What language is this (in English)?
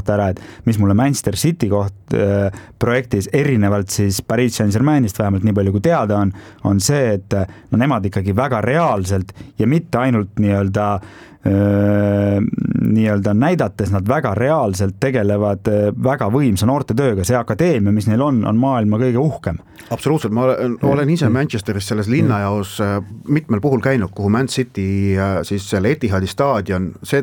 Estonian